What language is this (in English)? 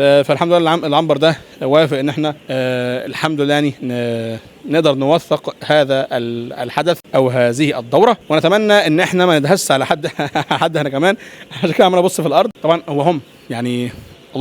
Egyptian Arabic